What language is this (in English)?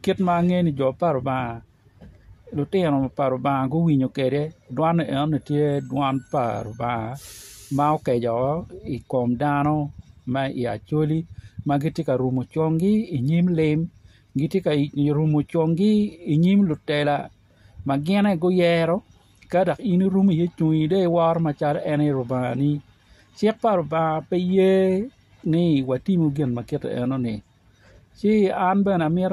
Acoli